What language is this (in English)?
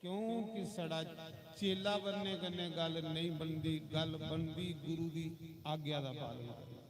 Dogri